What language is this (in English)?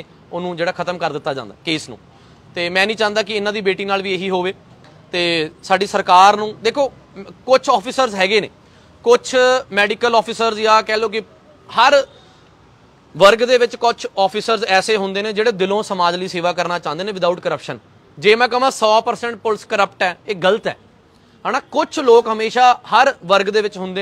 Punjabi